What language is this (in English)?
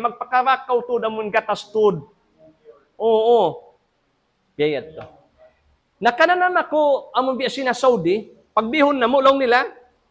Tausug